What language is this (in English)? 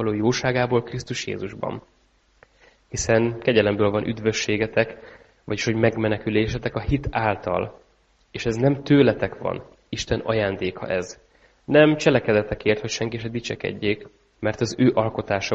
Hungarian